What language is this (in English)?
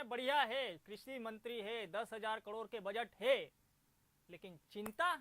Chhattisgarhi